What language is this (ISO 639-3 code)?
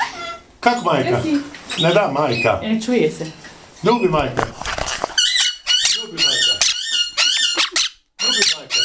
bos